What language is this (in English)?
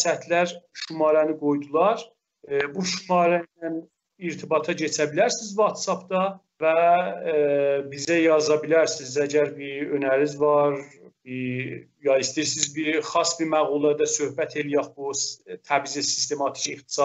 South Azerbaijani